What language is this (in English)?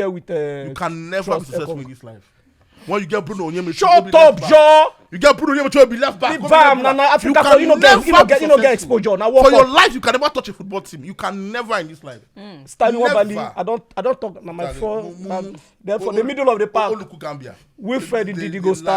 Nigerian Pidgin